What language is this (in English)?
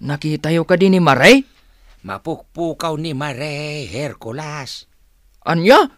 Iloko